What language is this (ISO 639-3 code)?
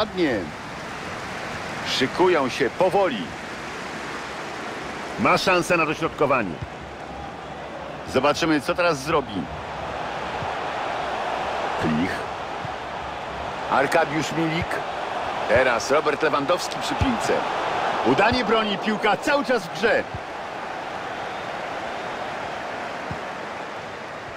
pol